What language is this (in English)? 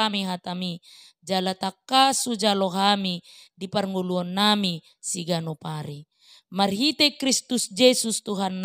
Batak Toba